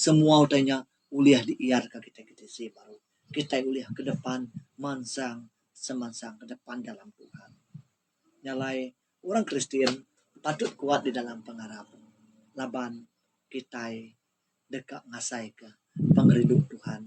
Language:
Iban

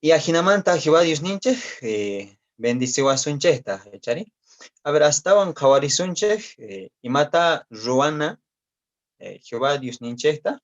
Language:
Quechua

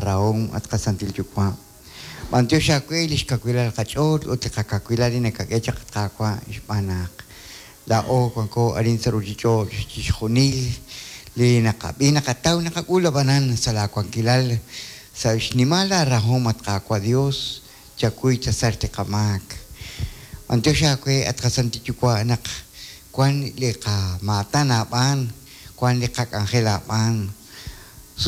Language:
Kekchí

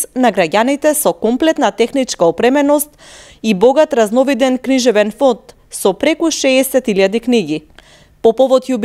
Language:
Macedonian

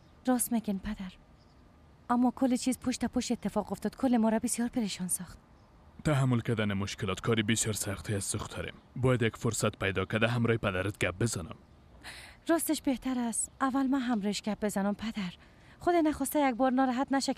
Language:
Persian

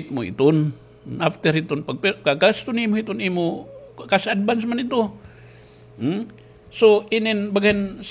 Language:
Waray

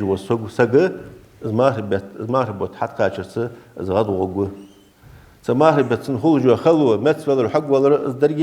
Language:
Ingush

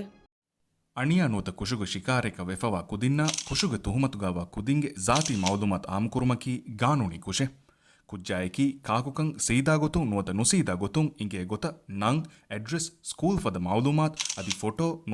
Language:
Divehi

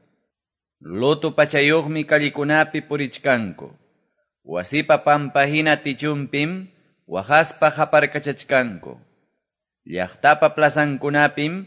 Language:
Quechua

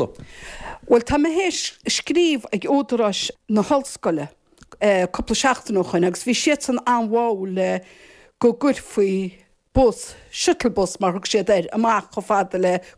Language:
Irish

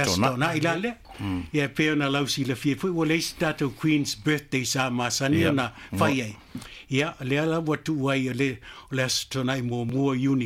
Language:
Samoan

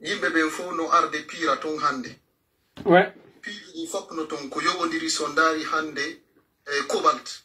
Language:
Fula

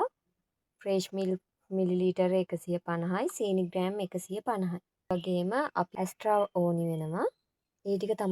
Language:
Sinhala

